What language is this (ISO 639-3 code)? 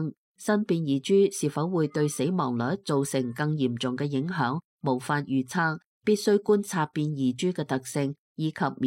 yue